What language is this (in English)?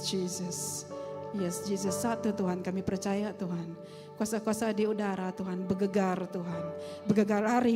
Iban